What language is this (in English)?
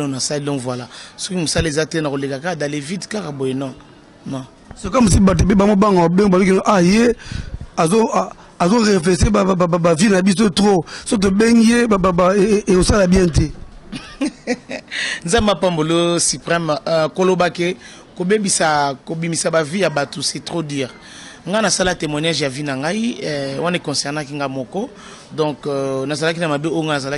Lingala